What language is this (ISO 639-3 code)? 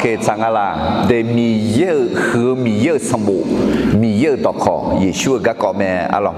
ahk